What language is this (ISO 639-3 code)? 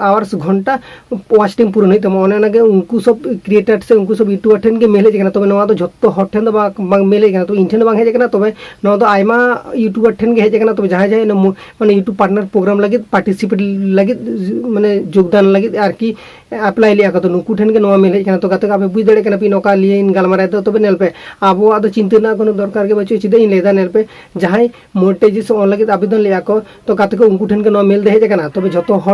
sat